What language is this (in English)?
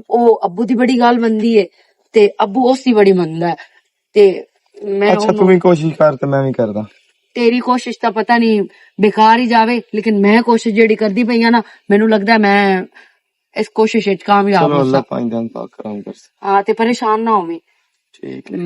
Western Panjabi